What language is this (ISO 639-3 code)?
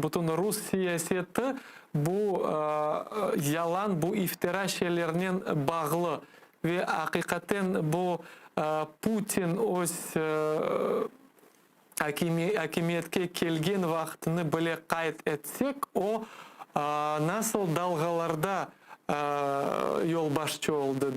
crh